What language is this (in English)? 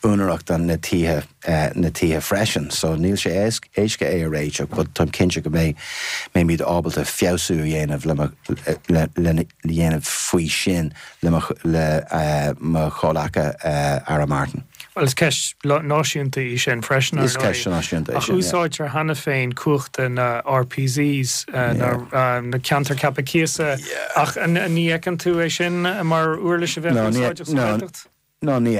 Irish